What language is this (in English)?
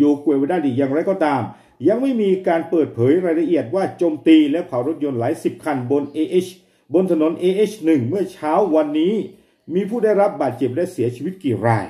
S'gaw Karen